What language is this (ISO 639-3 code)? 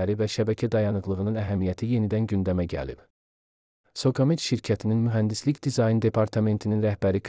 aze